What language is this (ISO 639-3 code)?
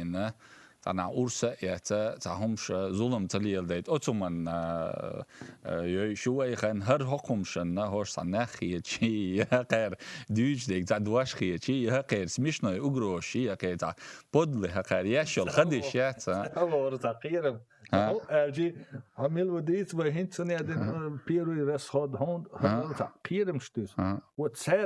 che